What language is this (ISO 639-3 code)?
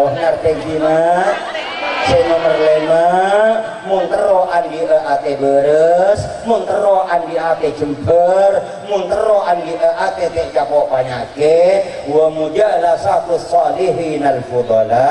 mad